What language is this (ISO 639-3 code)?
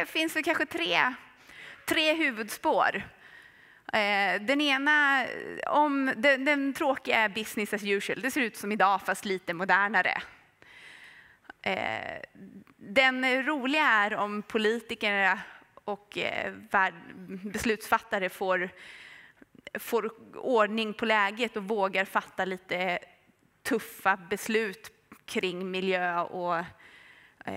swe